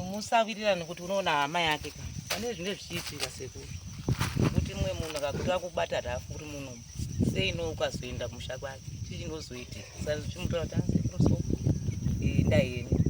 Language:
Shona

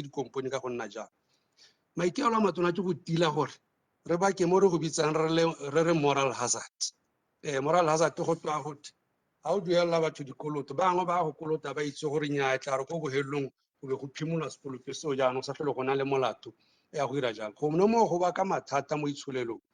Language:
Tswana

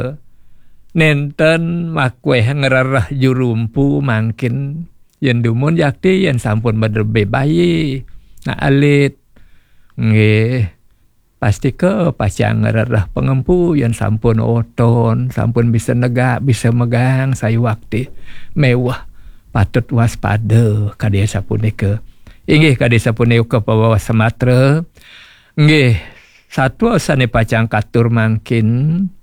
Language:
Balinese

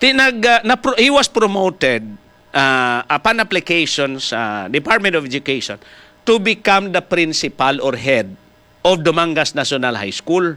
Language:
Hiligaynon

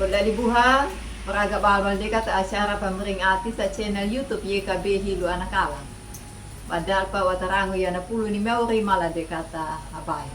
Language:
Anakalangu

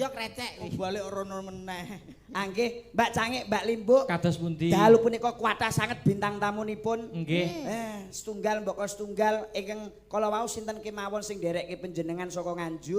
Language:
Javanese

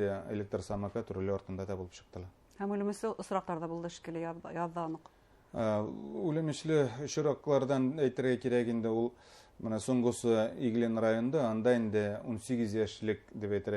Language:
Bashkir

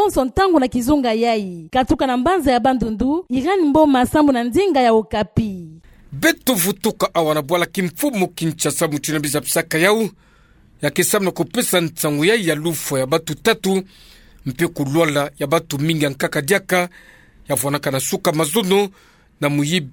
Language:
Kituba (Democratic Republic of Congo)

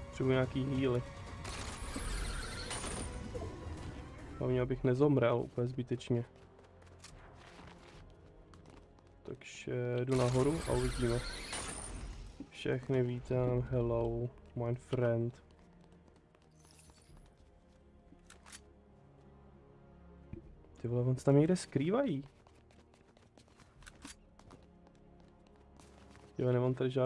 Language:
Czech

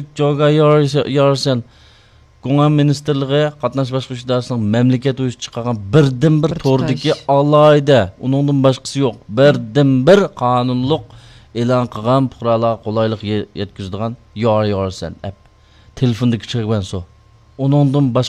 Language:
Uyghur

